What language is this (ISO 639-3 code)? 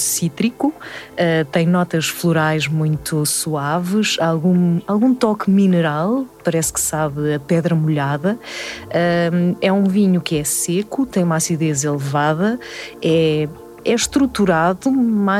por